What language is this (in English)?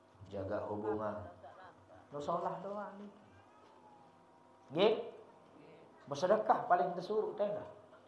Sasak